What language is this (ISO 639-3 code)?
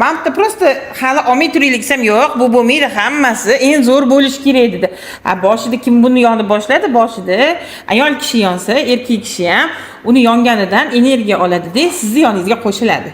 uzb